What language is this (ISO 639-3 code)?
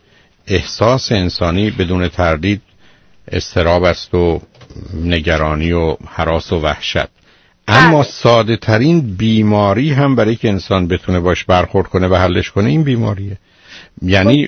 fas